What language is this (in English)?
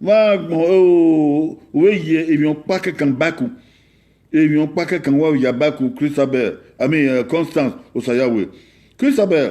Bini